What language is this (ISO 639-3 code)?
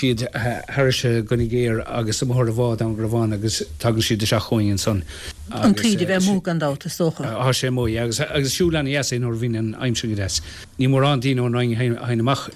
gle